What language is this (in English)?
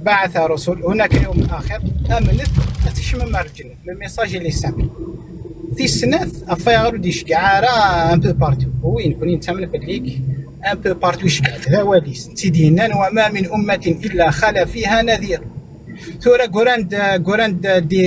Kabyle